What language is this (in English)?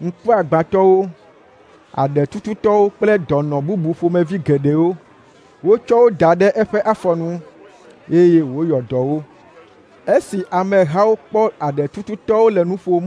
Ewe